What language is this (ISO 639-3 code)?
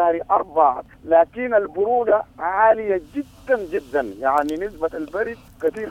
apd